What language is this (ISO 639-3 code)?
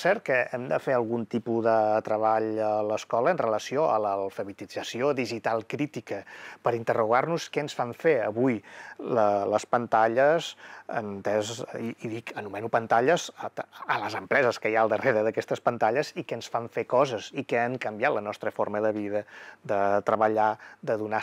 cat